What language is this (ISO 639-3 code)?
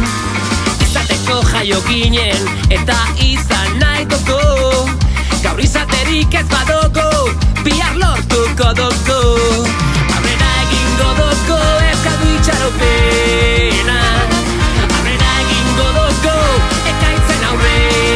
eus